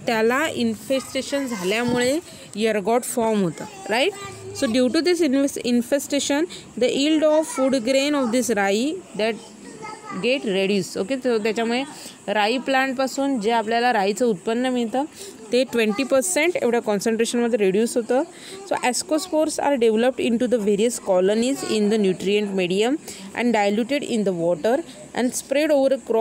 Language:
Marathi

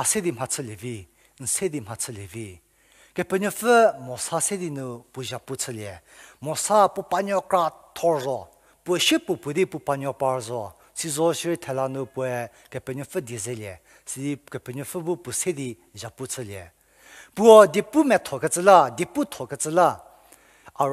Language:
Angami Naga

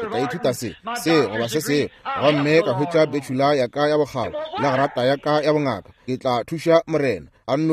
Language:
Northern Sotho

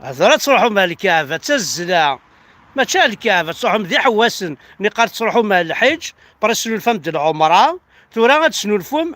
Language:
Kabyle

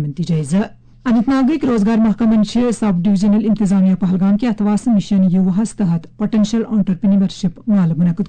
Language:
Kashmiri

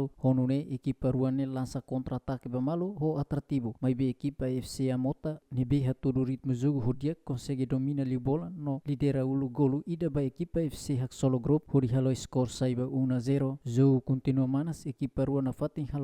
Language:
Tetum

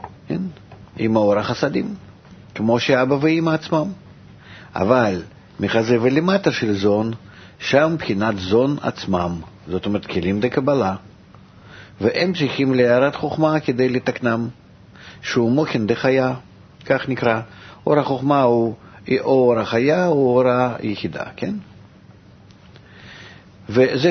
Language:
Hebrew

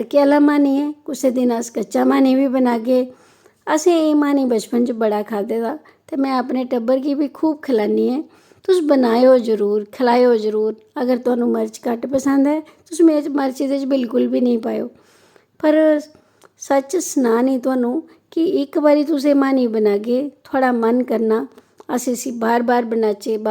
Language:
Dogri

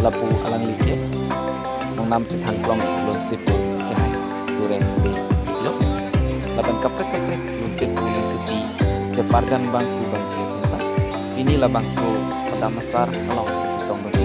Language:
Karbi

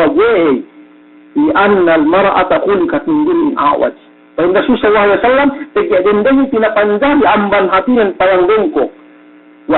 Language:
Yakan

